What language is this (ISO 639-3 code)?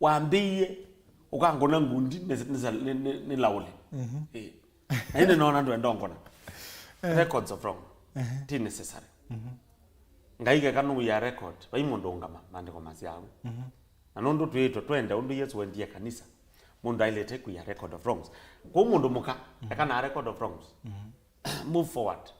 kam